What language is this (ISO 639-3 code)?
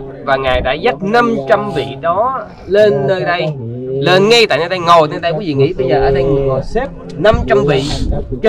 vie